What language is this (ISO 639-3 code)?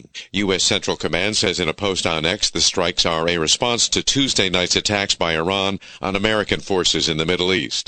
eng